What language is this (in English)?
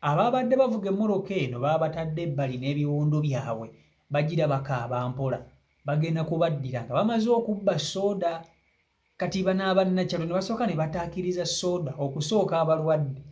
Ganda